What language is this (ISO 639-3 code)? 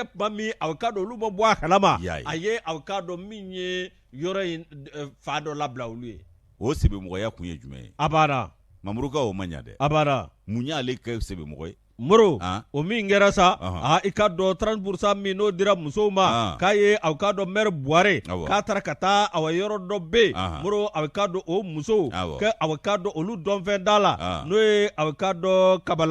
bam